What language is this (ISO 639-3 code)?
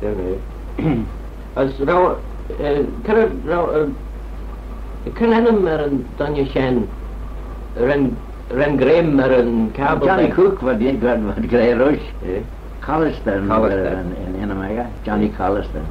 glv